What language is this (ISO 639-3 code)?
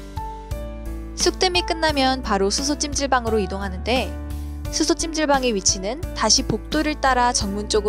kor